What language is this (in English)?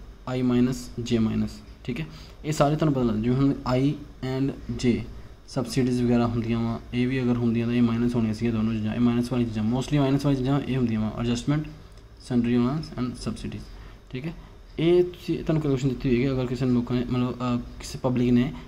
Punjabi